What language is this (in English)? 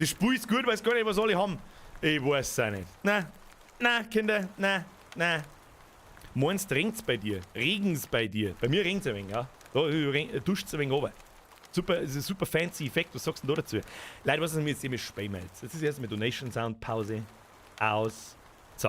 Bavarian